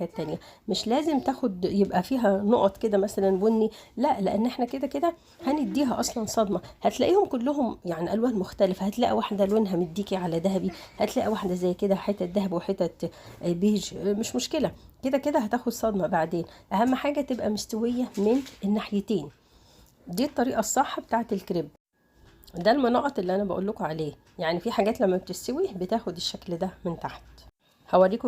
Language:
Egyptian Arabic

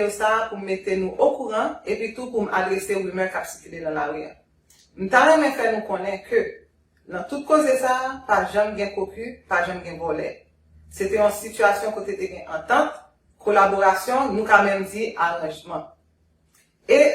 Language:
Haitian Creole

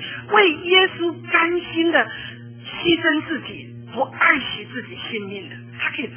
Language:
Chinese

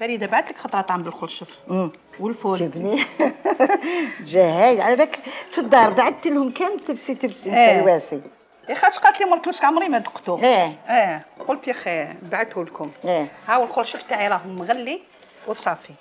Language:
Algerian Arabic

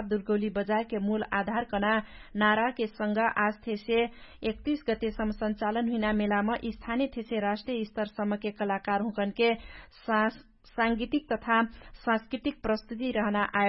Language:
Dangaura Tharu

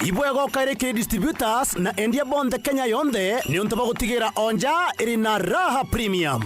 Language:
Meru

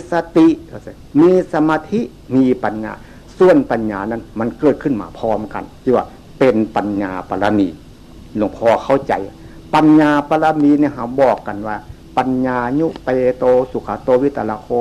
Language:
Northeastern Thai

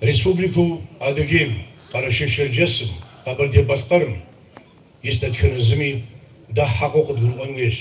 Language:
Kabardian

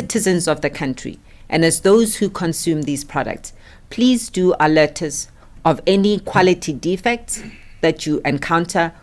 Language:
Venda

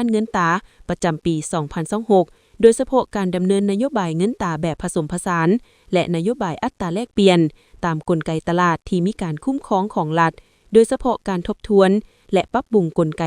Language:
Lao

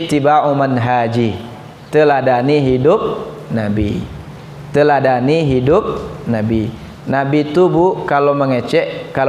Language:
Minangkabau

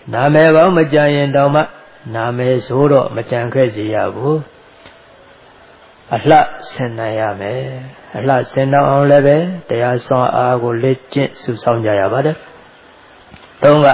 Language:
Burmese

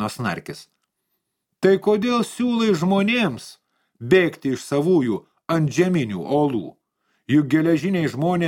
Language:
Lithuanian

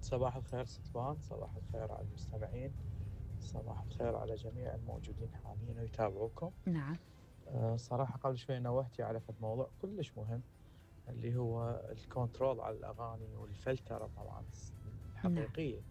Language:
Mesopotamian Arabic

